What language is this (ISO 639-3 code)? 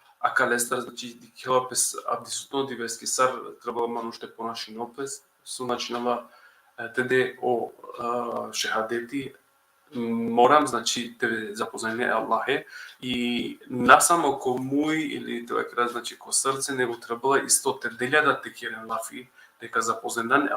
rmn